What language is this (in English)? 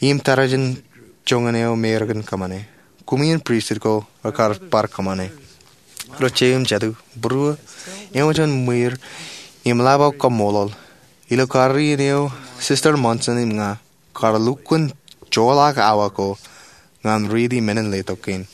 Marshallese